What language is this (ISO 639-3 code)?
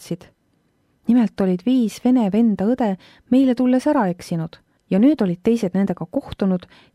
est